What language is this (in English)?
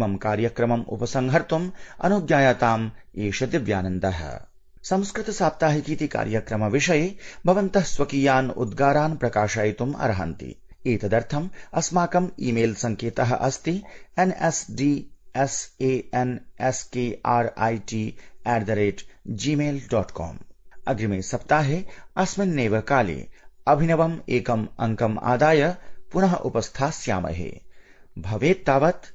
Sanskrit